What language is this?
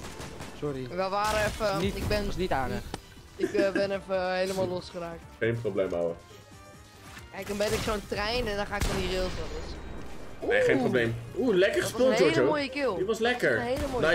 Dutch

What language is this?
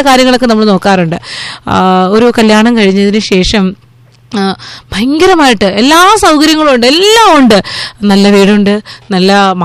Malayalam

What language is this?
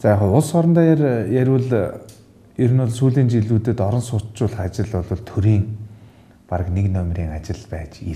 Mongolian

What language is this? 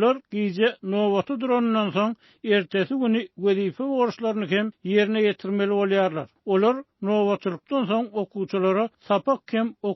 Turkmen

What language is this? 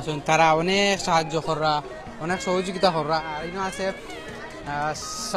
Sylheti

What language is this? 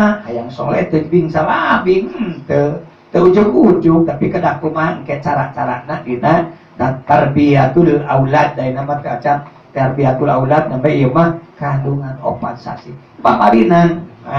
Sundanese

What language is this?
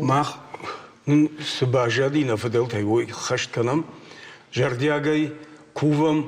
Ossetic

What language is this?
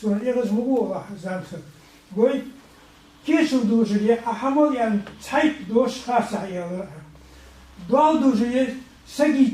Ingush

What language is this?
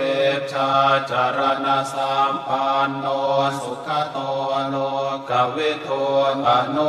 Pali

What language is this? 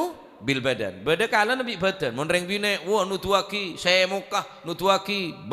Madurese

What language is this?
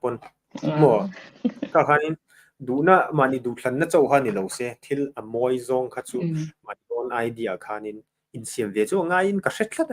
Mizo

